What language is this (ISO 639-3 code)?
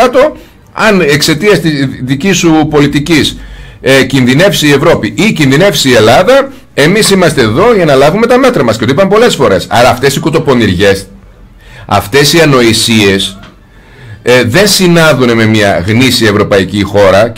ell